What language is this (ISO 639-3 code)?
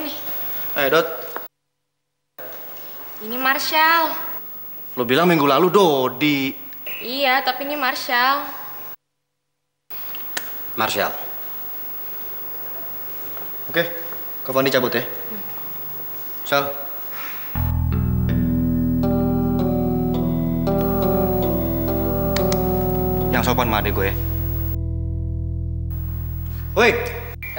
ind